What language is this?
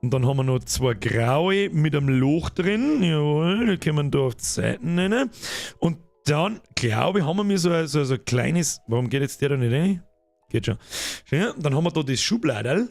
Bavarian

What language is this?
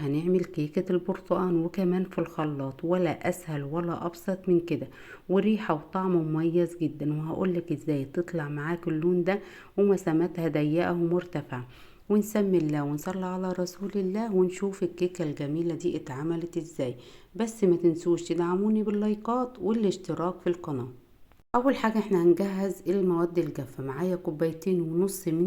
Egyptian Arabic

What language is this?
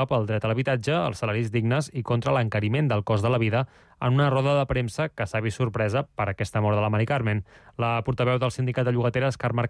Catalan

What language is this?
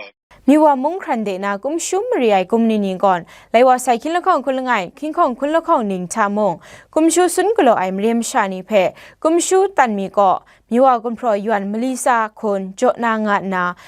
Kachin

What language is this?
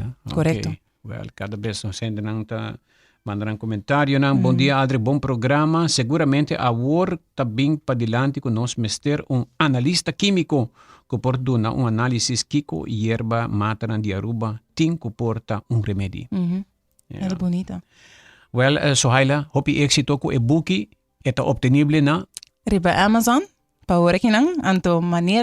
Papiamento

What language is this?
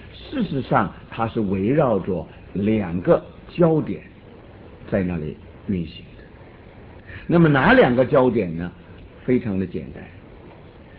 Chinese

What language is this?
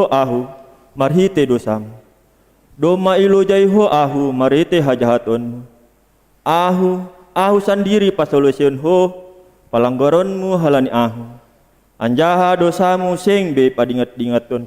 Batak Simalungun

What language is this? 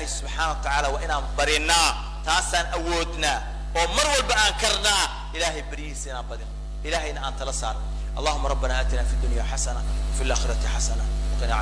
Somali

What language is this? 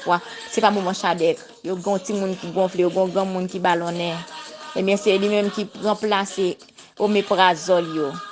Haitian Creole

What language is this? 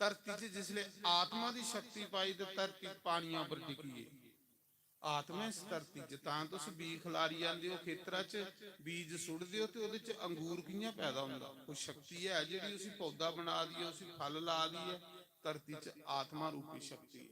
Dogri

